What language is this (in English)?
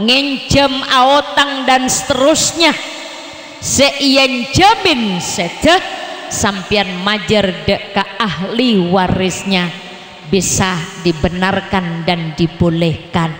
Madurese